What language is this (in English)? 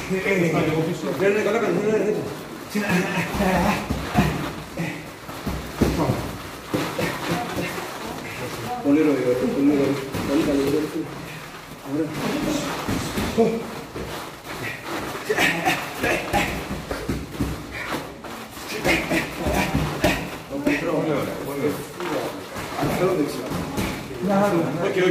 Greek